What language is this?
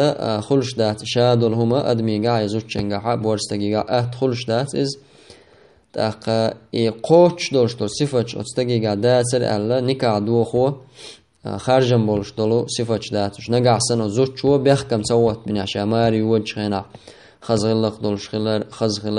Chechen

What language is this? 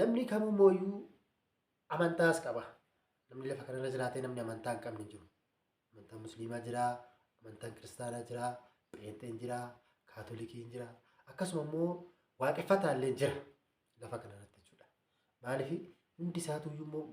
Oromo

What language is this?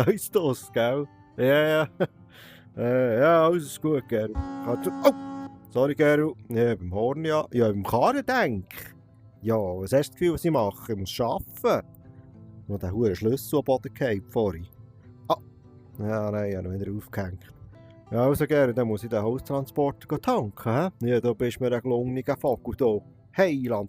Swiss German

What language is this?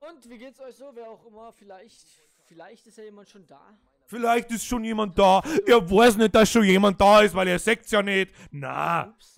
Bavarian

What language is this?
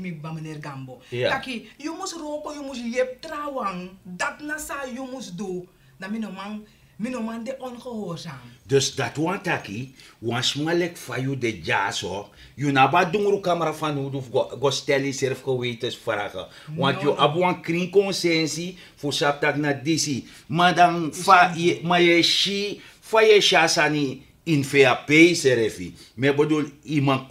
Sranan Tongo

